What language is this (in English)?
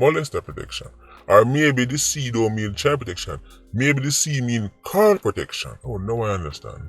Jamaican Creole English